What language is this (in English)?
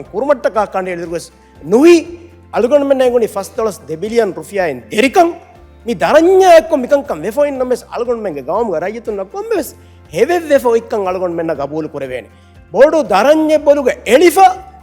Divehi